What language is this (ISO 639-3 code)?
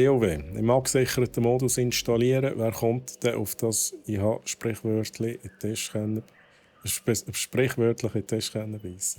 gsw